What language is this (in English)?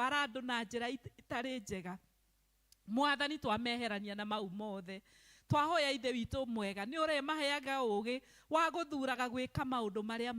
Kikuyu